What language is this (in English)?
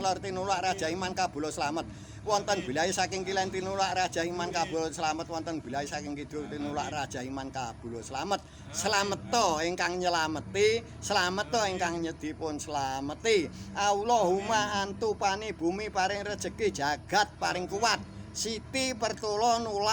Javanese